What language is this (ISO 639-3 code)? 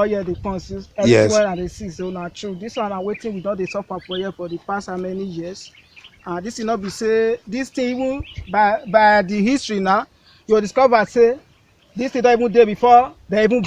pcm